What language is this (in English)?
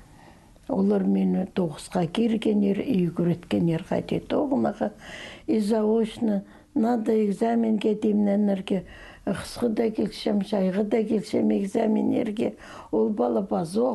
Khakas